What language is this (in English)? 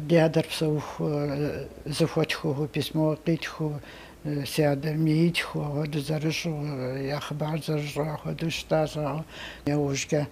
Kabardian